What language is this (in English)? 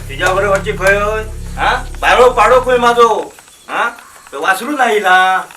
Konkani